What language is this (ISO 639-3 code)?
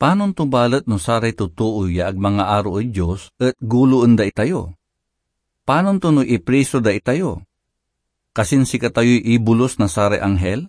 pag